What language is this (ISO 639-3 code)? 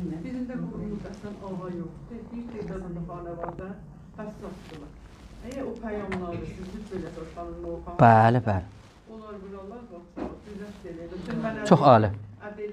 azb